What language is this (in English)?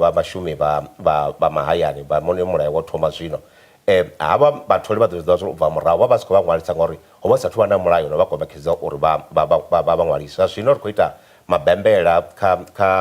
Venda